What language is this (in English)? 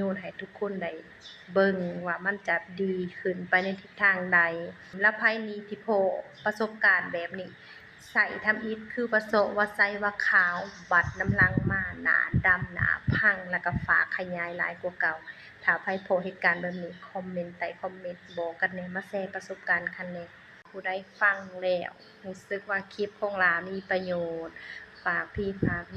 Lao